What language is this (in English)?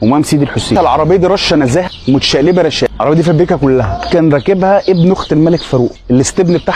Egyptian Arabic